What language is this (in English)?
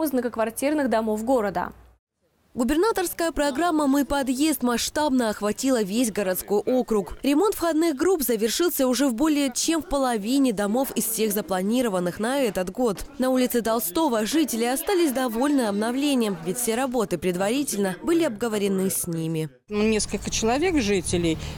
Russian